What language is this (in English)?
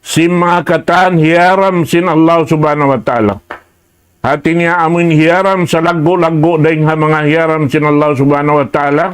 Tausug